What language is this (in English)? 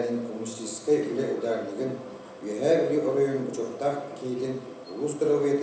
Yakut